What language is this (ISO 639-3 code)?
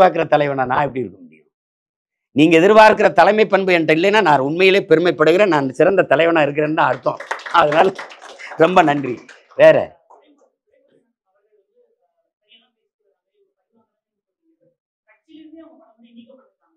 tam